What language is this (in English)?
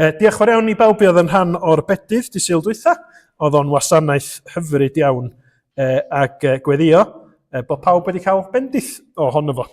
Welsh